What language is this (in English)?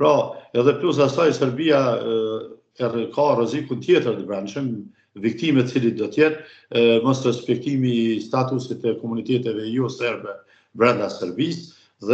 Albanian